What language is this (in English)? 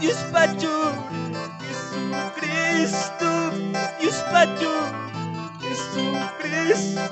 Quechua